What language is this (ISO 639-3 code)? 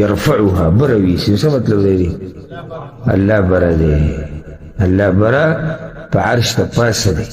pus